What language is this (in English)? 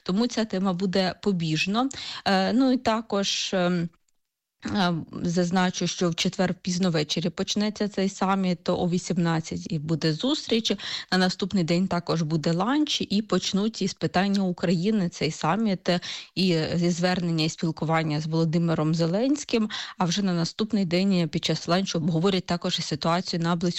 Ukrainian